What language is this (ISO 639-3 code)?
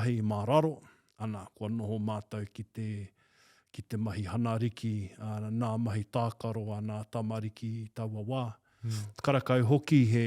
mri